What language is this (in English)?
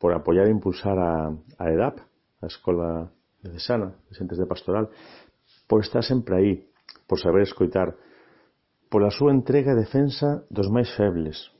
Galician